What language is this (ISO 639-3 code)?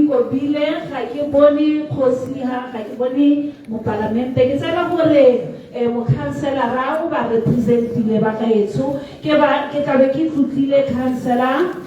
tsn